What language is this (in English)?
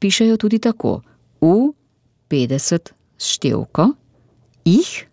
Slovenian